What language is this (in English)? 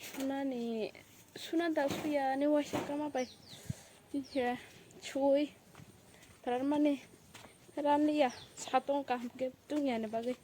Kok Borok